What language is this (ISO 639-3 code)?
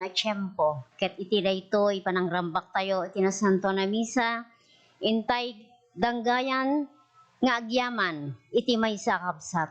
ilo